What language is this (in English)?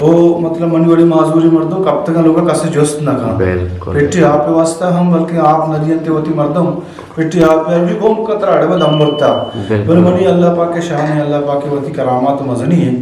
Eastern Balochi